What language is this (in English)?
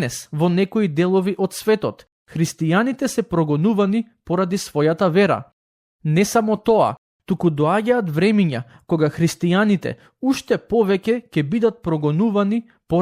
Macedonian